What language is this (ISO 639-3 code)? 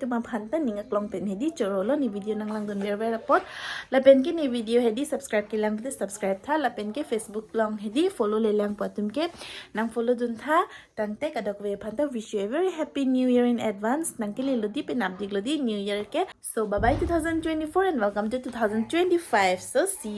mjw